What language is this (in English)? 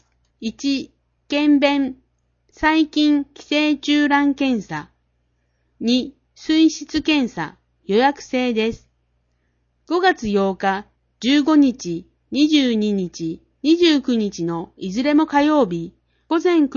Japanese